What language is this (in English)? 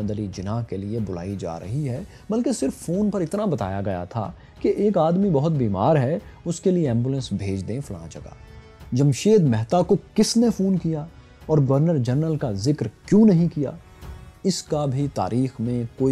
Urdu